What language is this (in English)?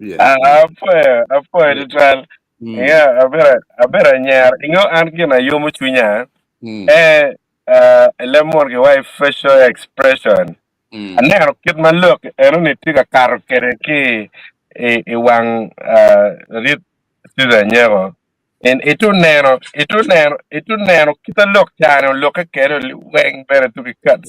Acoli